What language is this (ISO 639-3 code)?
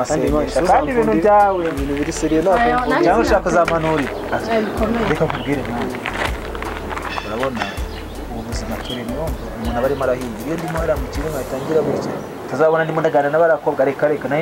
kin